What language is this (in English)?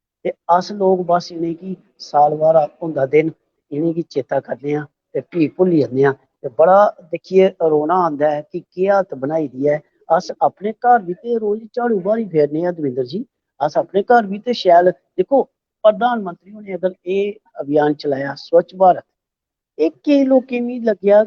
Dogri